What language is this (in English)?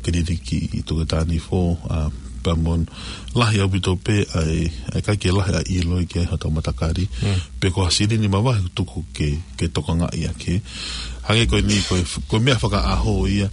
Tongan